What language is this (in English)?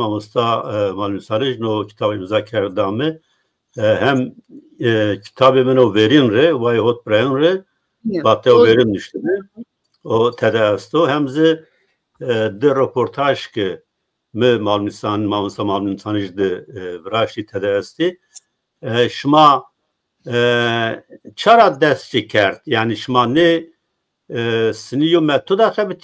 Zaza